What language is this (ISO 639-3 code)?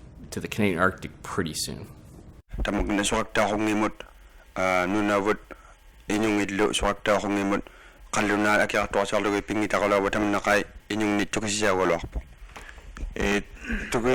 iku